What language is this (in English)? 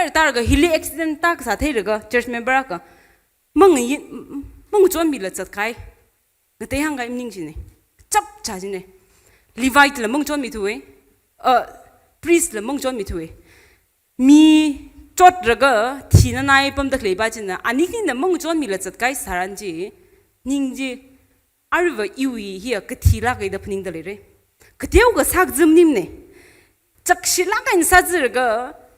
Tangkhul Naga (India)